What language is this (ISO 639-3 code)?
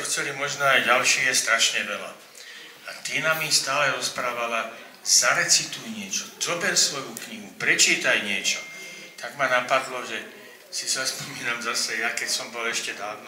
slk